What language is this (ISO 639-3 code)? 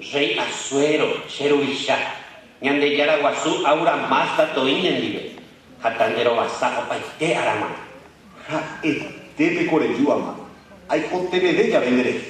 grn